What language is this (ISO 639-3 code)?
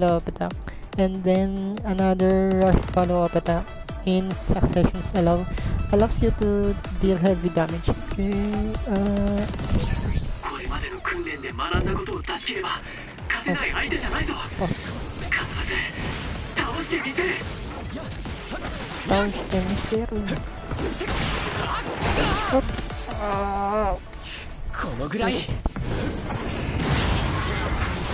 jpn